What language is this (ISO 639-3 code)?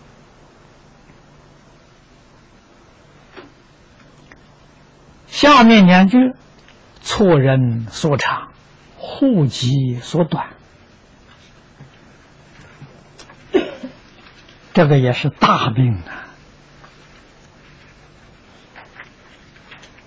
zho